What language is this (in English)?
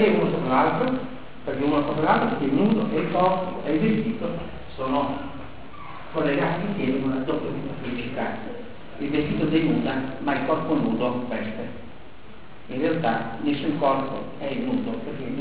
Italian